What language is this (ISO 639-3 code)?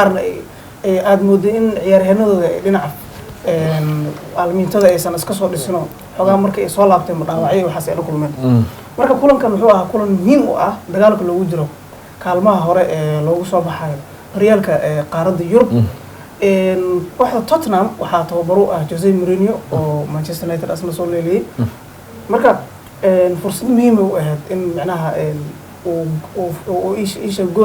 som